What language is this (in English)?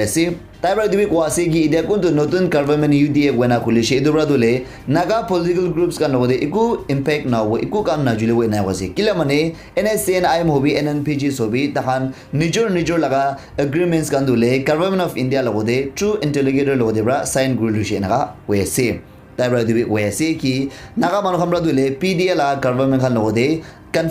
Naga Pidgin